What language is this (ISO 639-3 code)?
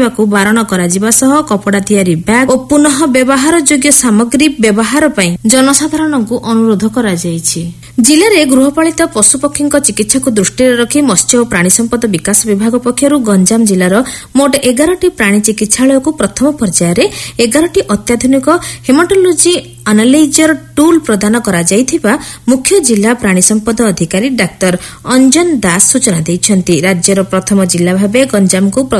ori